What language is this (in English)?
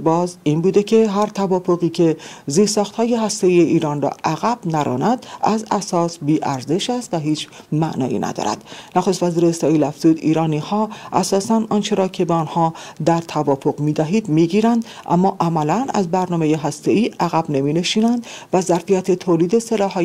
Persian